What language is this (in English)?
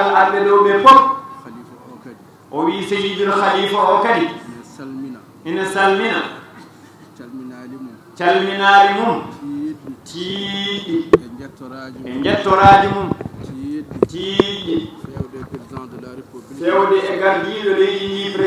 Fula